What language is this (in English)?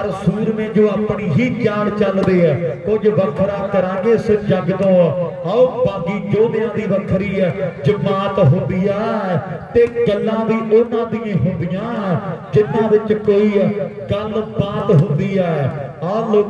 Punjabi